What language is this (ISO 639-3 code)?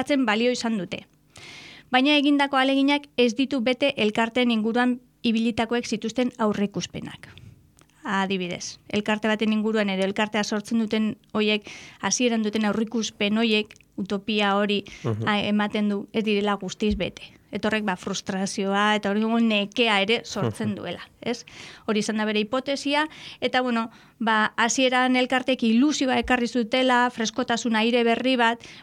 eus